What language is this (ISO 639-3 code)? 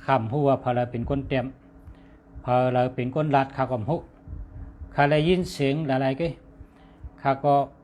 shn